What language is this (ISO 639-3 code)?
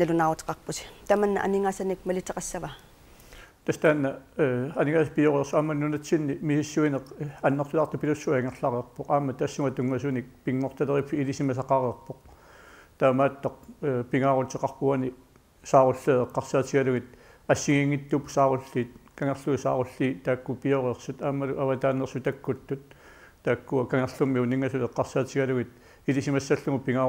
kal